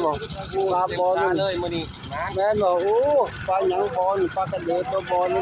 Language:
Lao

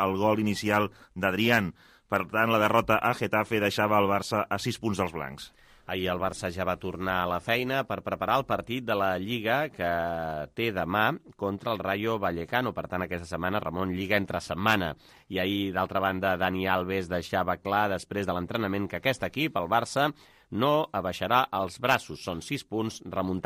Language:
Catalan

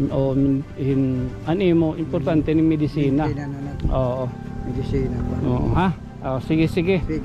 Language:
Waray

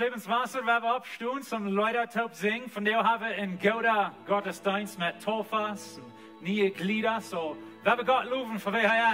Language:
Plautdietsch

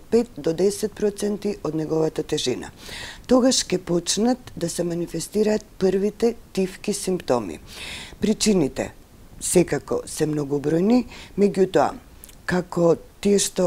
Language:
Macedonian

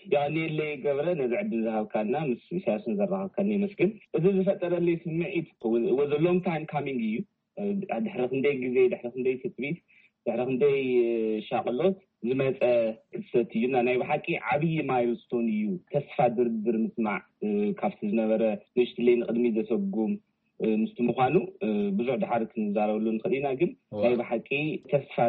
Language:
Tigrinya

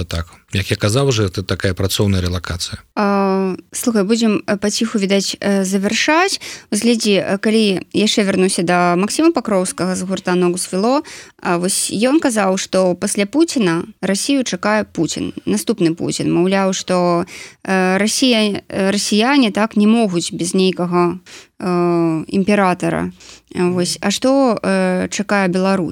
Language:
Belarusian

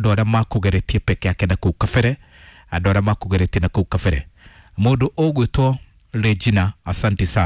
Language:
Kikuyu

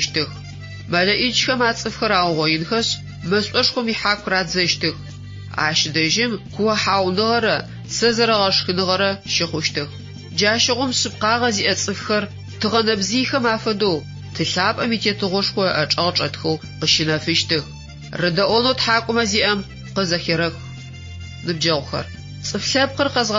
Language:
Adyghe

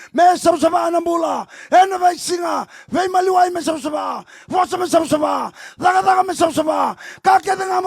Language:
Fijian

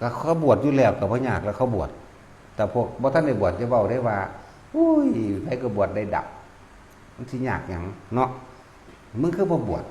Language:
Northeastern Thai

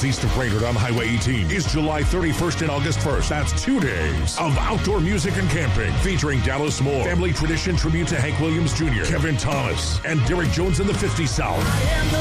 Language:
English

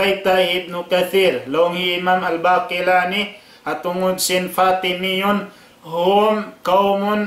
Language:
Tausug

